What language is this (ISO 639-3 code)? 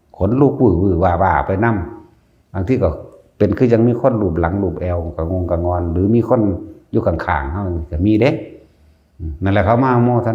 tts